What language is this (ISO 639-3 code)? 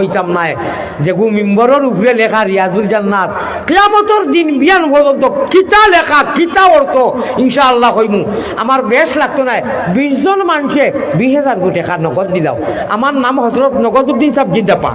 syl